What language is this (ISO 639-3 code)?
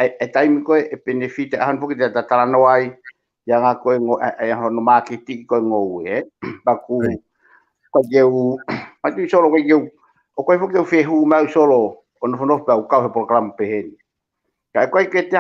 ton